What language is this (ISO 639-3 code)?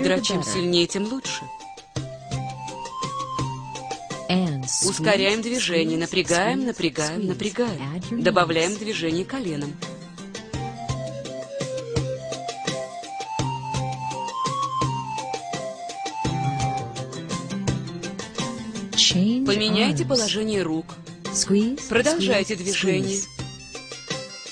rus